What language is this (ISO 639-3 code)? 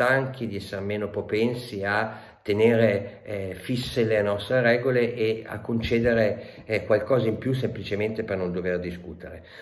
ita